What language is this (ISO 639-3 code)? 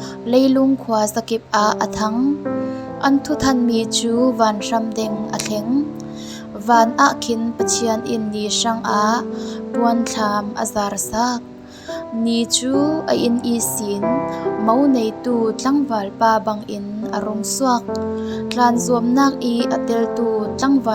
cfm